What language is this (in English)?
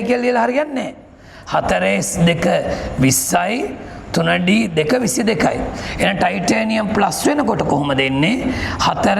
Sinhala